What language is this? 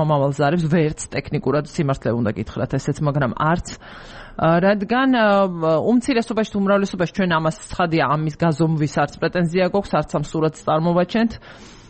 Georgian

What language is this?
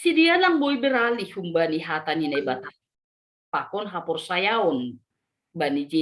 Batak Simalungun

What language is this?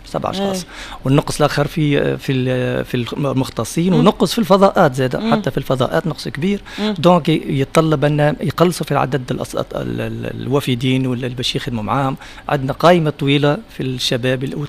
Tunisian Arabic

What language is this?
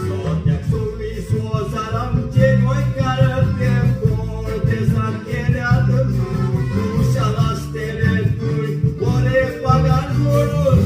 Konkani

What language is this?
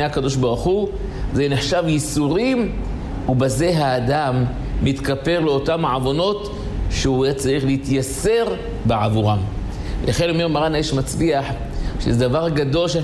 Hebrew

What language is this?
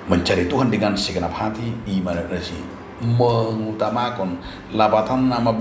Batak Toba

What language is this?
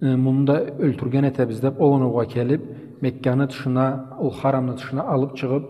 Karachay-Balkar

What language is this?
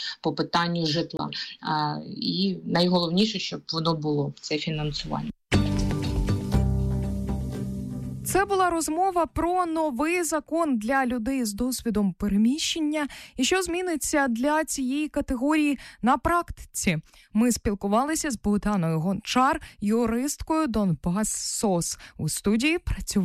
Ukrainian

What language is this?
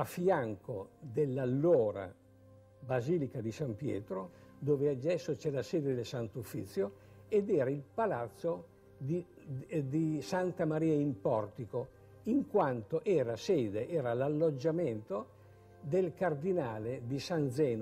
Italian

